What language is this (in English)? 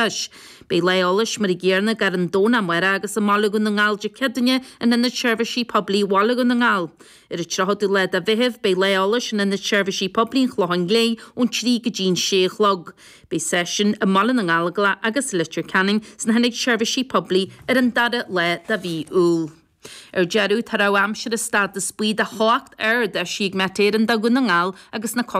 Irish